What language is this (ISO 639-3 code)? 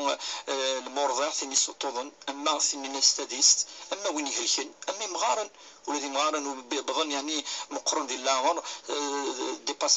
kab